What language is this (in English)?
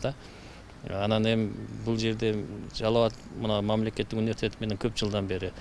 Kyrgyz